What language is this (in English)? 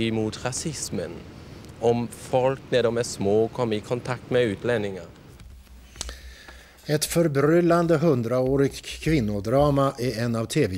Swedish